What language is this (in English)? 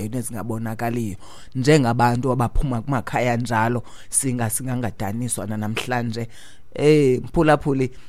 Xhosa